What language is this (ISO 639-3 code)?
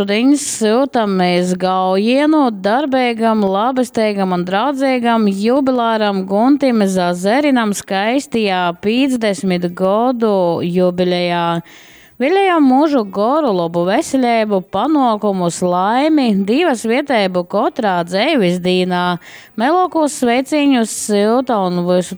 ltg